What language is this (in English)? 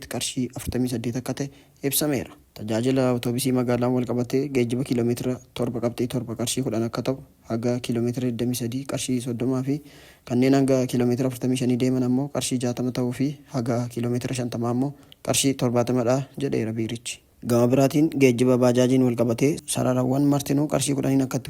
Oromo